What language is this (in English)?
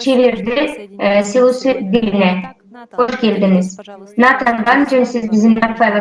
Gagauz